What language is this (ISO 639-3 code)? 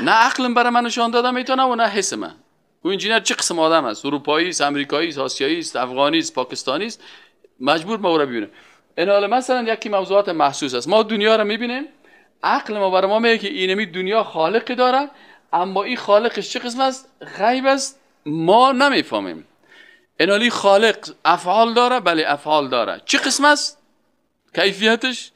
fas